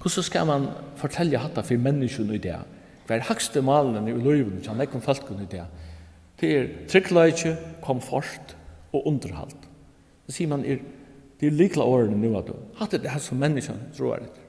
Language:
Faroese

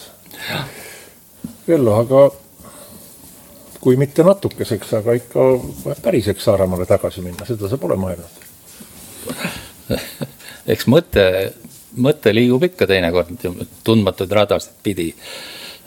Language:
Estonian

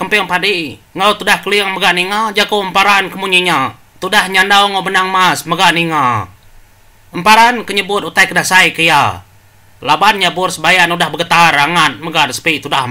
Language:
Iban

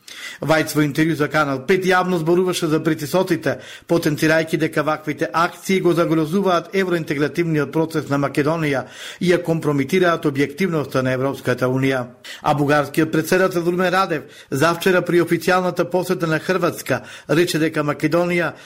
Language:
Macedonian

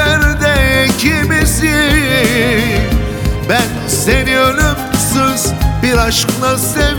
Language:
Turkish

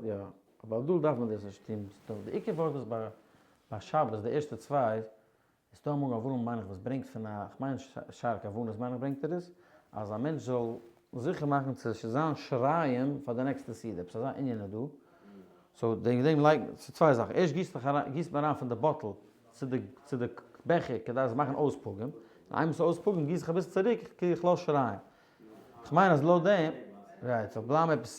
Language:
Yiddish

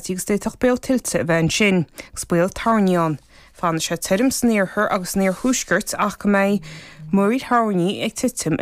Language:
Irish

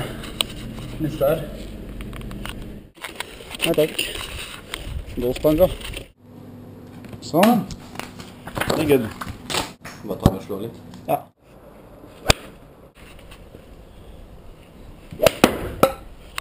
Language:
Norwegian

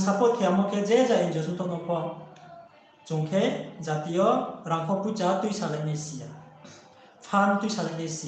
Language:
Riang (India)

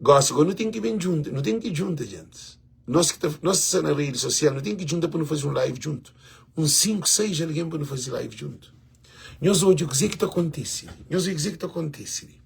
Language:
Kabuverdianu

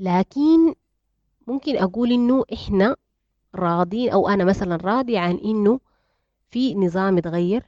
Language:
Sudanese Arabic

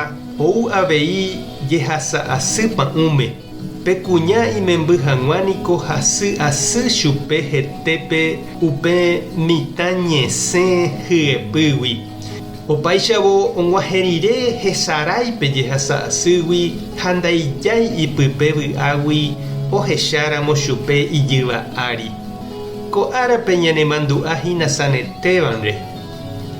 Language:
Guarani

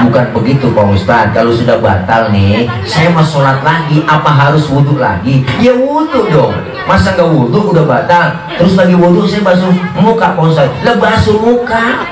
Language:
Betawi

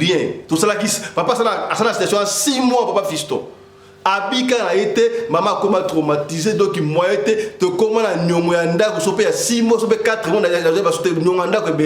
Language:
Lingala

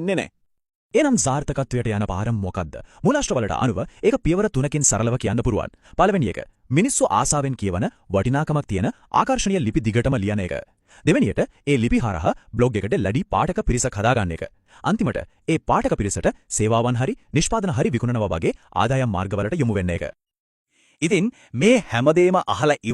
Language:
Sinhala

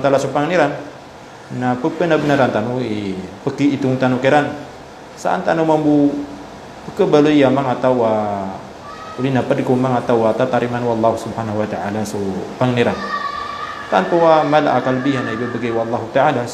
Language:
Maranao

